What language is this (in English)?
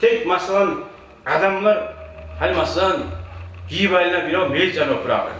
Kumyk